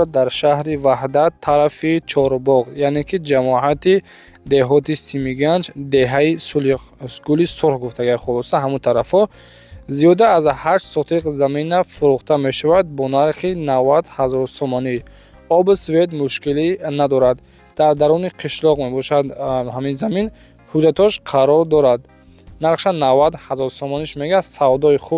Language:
Tajik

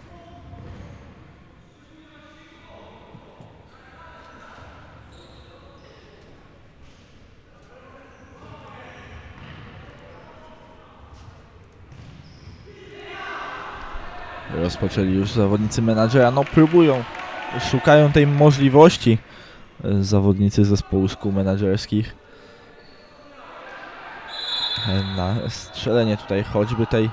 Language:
Polish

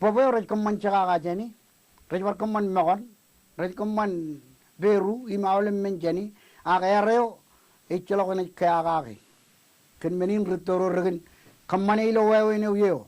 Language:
Marshallese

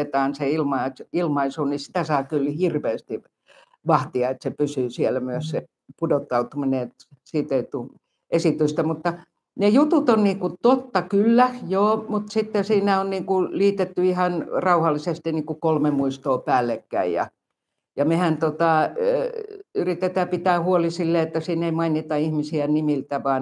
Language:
Finnish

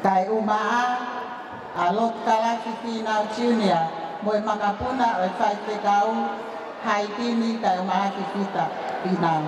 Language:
Tongan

